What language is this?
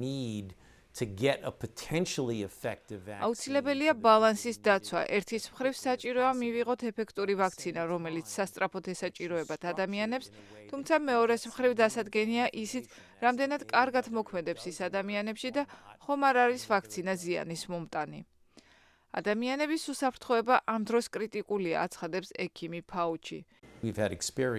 Georgian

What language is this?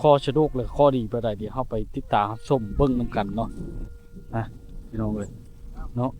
Lao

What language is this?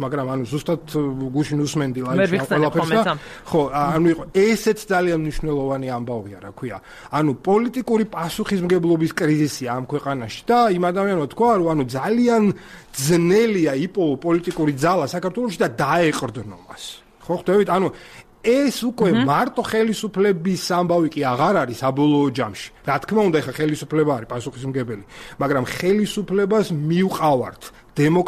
Georgian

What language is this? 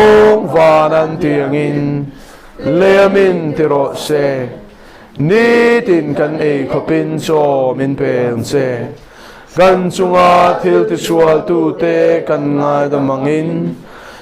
Mizo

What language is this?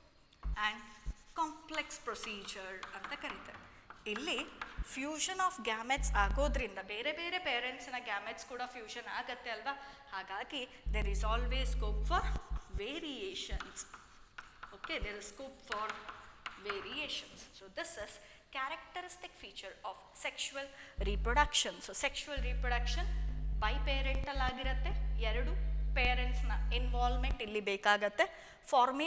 Kannada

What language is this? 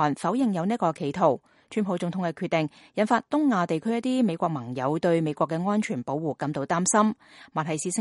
Cantonese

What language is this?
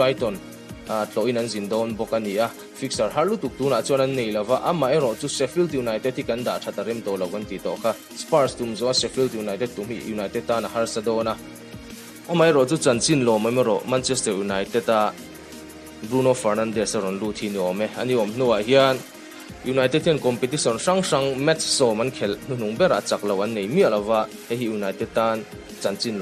Mizo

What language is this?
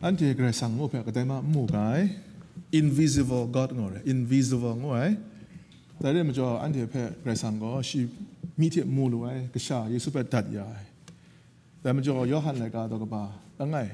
Kachin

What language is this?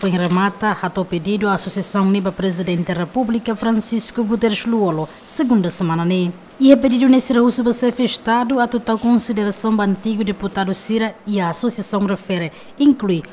Tetum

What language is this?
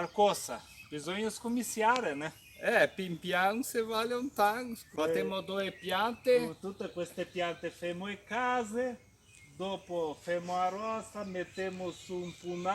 Venetian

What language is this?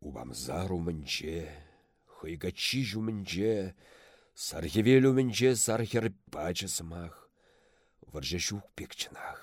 Chuvash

